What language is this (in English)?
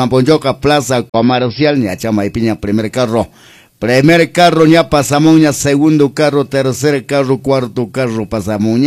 Quechua